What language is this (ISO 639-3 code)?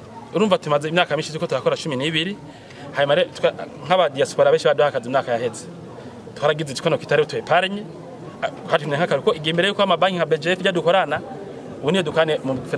run